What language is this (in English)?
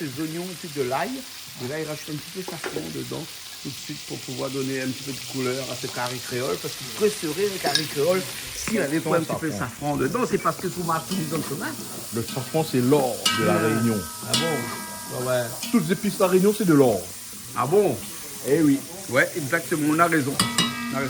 Réunion Creole French